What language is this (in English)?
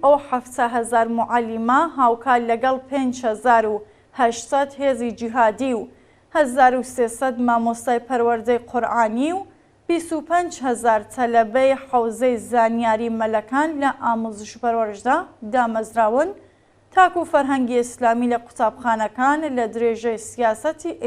Central Kurdish